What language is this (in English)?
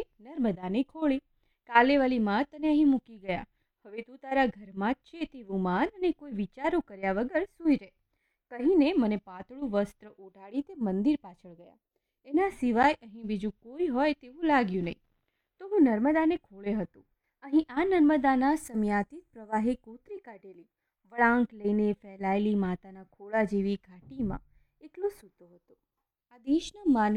Gujarati